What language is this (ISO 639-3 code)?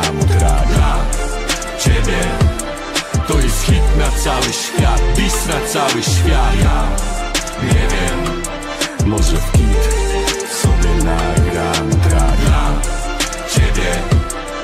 pol